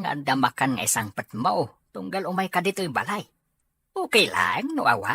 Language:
Iloko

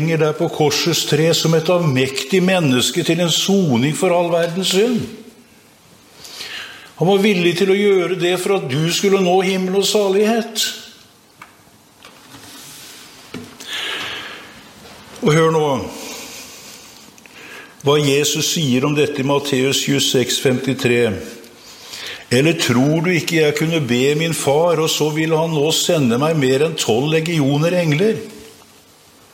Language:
Norwegian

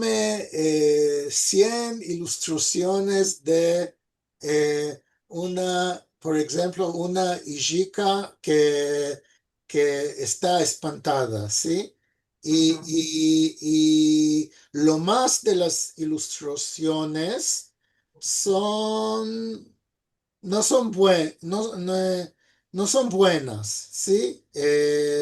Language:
Ladino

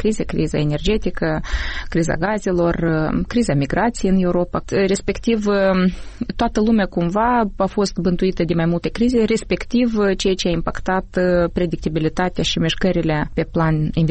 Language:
Romanian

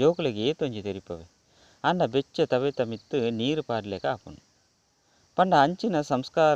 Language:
Tulu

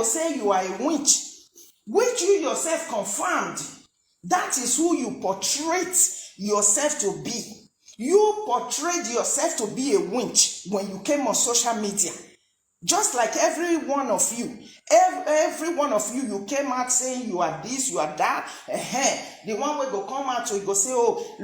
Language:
Nigerian Pidgin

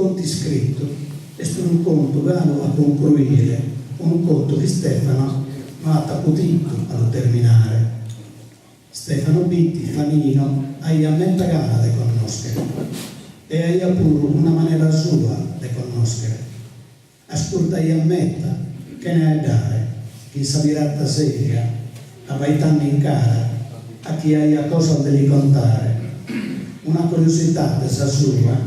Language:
Sardinian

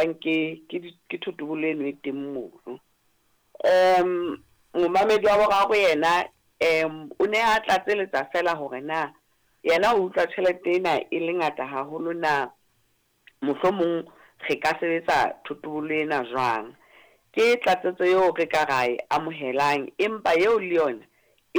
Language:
Southern Sotho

